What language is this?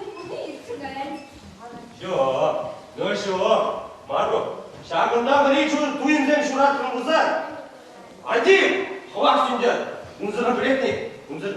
Chuvash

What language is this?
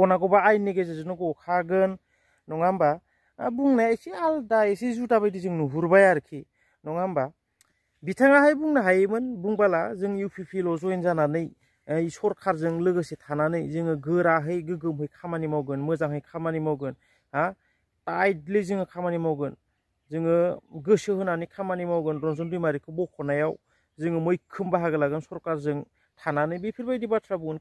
Bodo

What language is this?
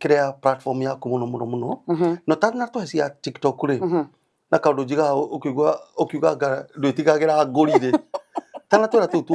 Kikuyu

